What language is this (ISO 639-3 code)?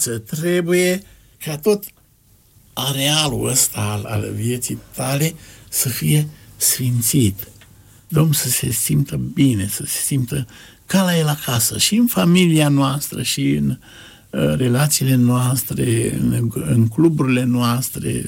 ron